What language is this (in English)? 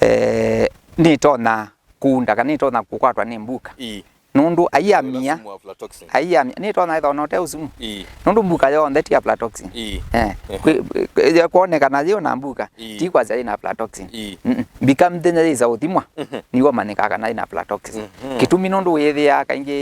Kamba